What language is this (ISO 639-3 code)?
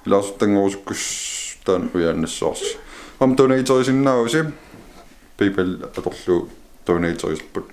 kal